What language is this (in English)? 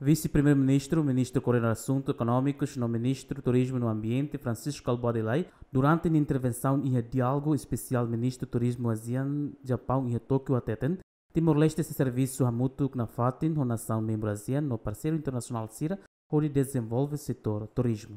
Tetum